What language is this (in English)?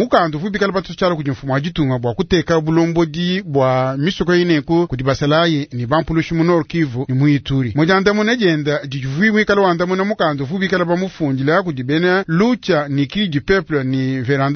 Luba-Lulua